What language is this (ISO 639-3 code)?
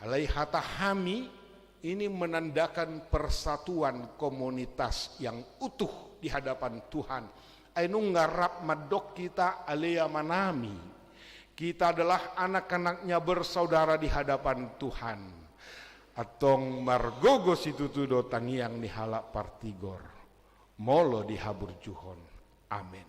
bbc